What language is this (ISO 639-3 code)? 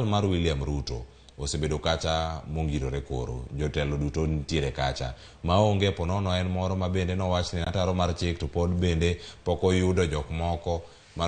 luo